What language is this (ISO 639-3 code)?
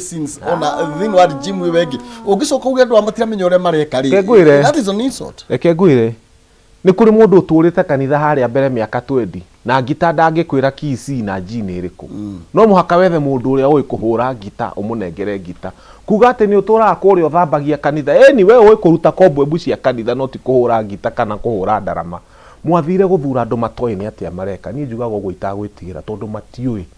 kik